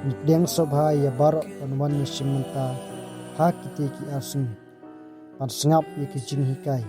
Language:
Khasi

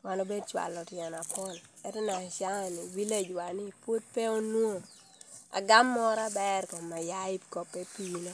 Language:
Lango (Uganda)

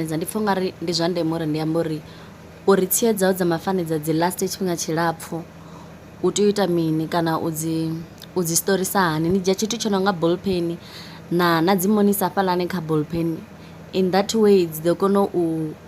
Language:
Venda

